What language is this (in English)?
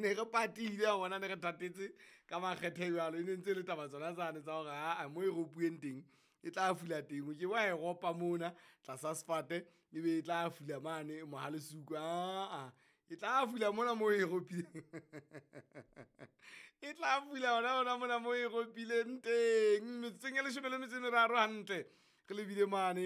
Southern Sotho